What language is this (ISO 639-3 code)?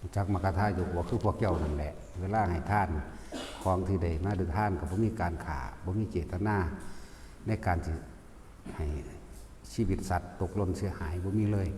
tts